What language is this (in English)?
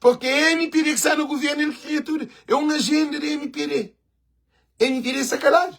Kabuverdianu